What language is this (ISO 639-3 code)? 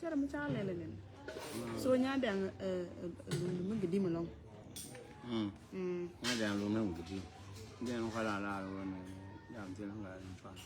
nus